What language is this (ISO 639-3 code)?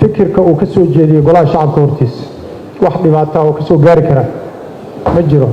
som